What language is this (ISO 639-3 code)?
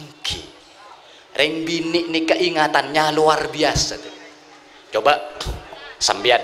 mad